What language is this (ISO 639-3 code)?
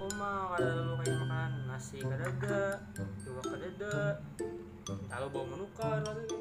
bjn